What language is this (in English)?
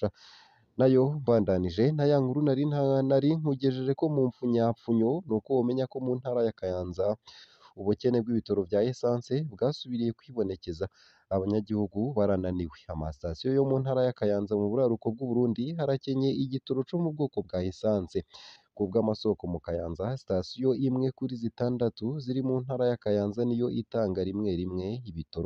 Rundi